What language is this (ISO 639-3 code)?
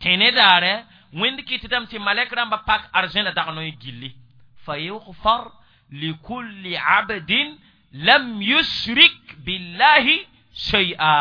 mos